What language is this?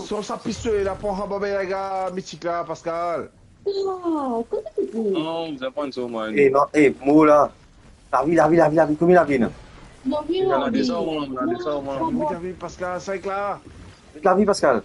Morisyen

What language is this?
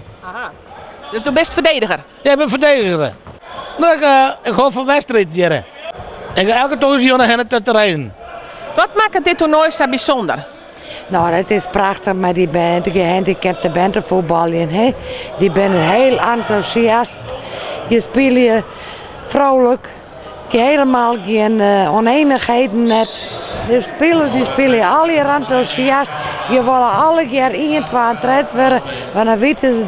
Western Frisian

